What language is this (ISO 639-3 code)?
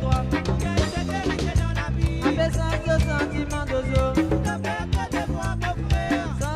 mfe